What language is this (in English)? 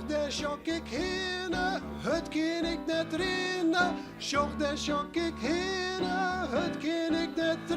Western Frisian